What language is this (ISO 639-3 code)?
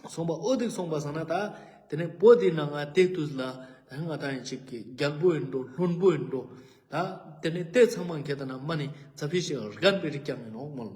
lbj